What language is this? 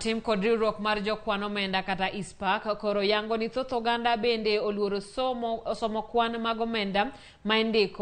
Luo (Kenya and Tanzania)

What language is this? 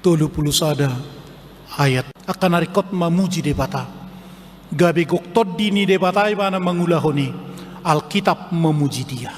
Batak Toba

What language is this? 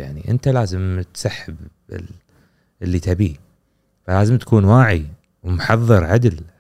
Gulf Arabic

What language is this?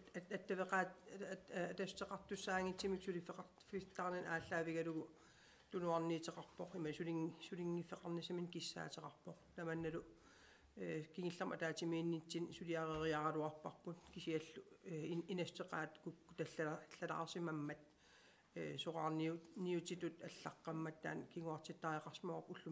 Kalaallisut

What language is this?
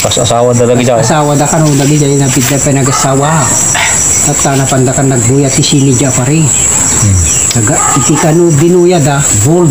Iloko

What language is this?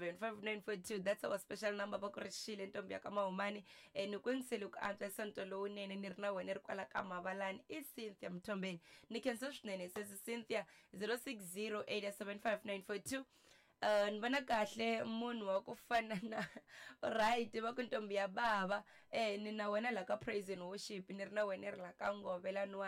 Tsonga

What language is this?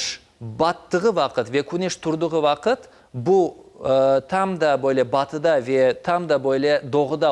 Crimean Tatar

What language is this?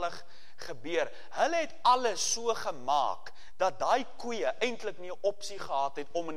Afrikaans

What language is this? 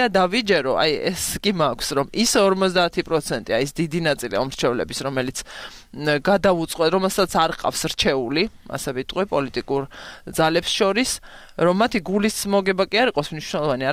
Georgian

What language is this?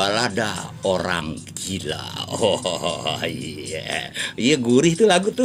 Betawi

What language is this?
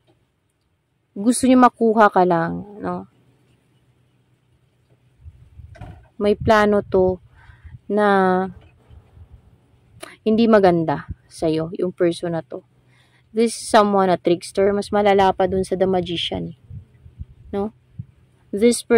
Filipino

